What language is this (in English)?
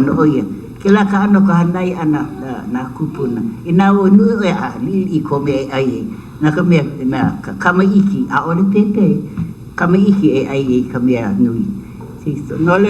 Hawaiian